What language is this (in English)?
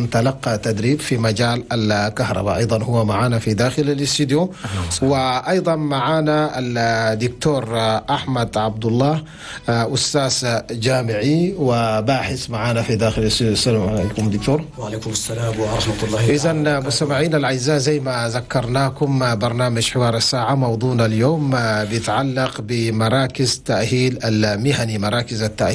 Chadian Arabic